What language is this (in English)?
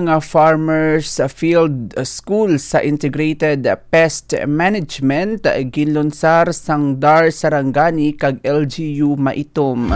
Hiligaynon